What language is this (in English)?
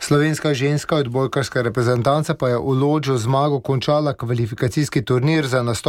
Slovenian